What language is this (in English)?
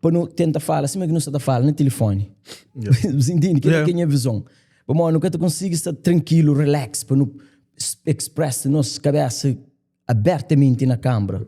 Kabuverdianu